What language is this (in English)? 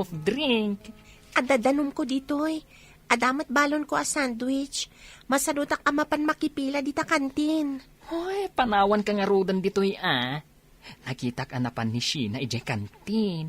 Iloko